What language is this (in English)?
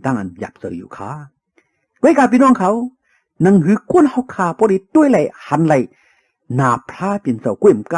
Shan